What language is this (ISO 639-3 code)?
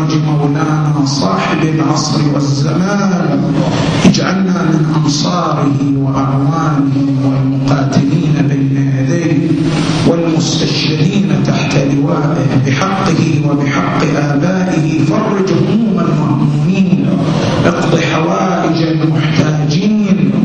ara